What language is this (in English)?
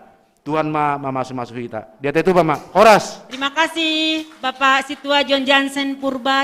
Batak Simalungun